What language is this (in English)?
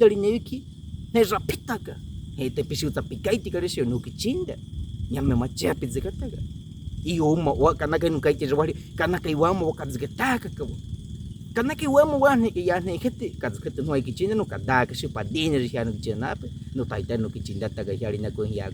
Baniwa